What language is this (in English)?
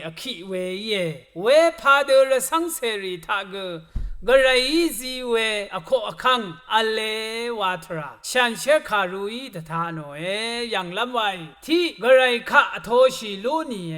Rawang